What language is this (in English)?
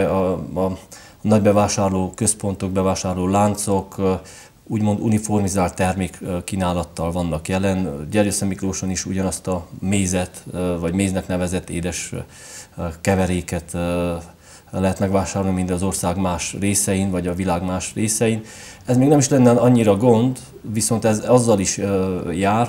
Hungarian